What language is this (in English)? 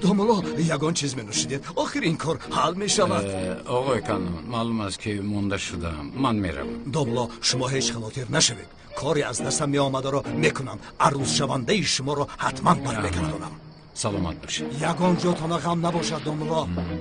Tajik